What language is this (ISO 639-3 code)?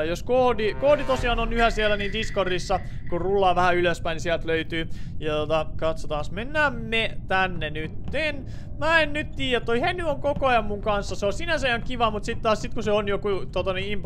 fin